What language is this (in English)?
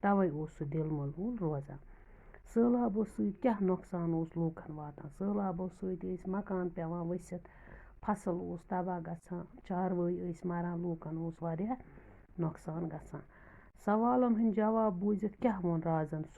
Kashmiri